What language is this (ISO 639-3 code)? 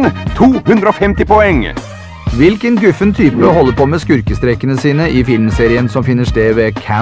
nor